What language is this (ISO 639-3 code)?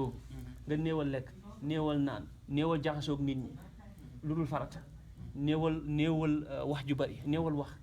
wol